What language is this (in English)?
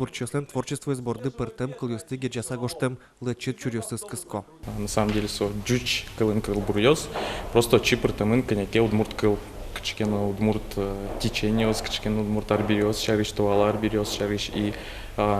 Udmurt